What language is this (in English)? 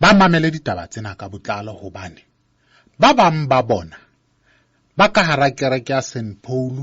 Southern Sotho